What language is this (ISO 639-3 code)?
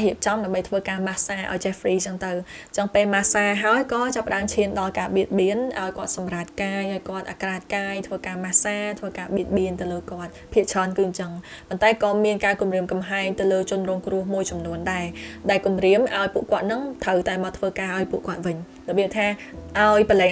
khm